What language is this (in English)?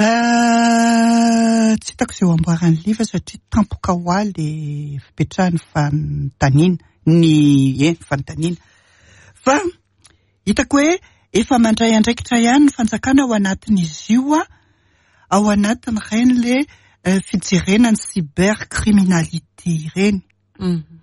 Malagasy